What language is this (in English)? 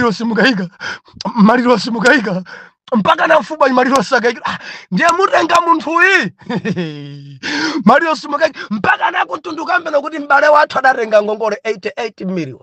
Nyanja